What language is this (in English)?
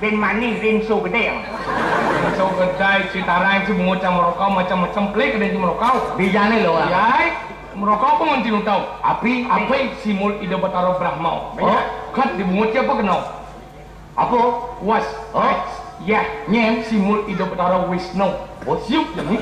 Balinese